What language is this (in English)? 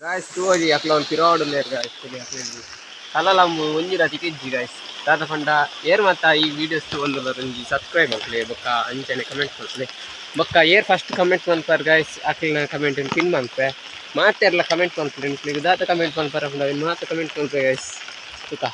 Tulu